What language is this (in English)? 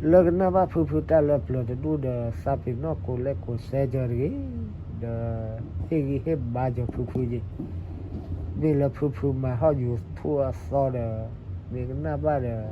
S'gaw Karen